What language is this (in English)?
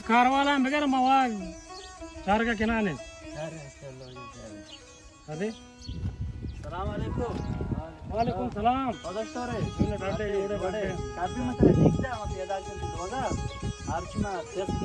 Baluchi